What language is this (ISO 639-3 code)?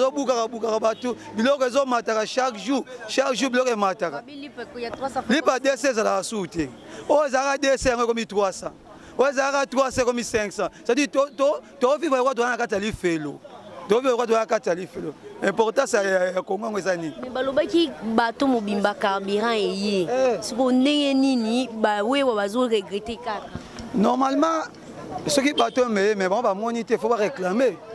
lin